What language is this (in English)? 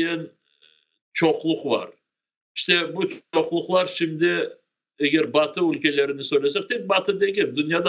Crimean Tatar